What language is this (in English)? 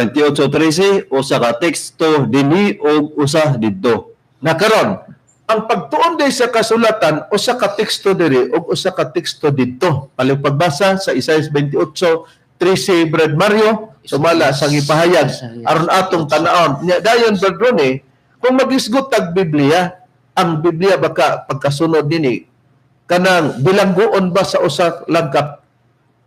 Cebuano